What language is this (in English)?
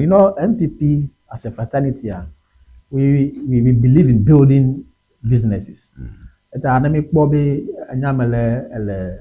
Ewe